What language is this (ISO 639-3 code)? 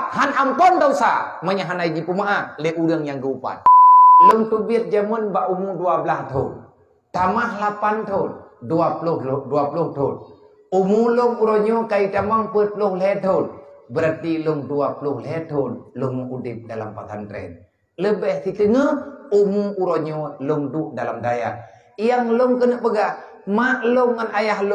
ace